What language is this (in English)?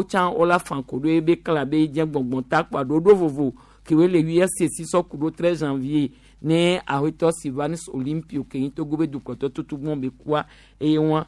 Gen